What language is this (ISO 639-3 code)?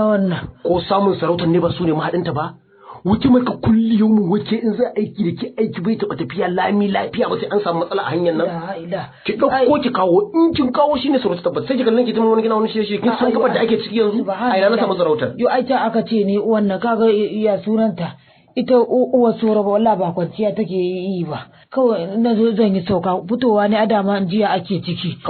hau